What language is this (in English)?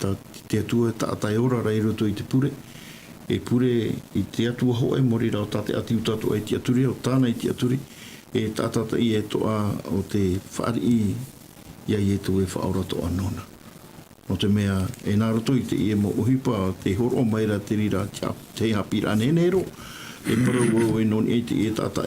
Tahitian